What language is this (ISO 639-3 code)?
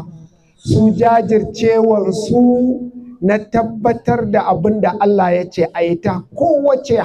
hau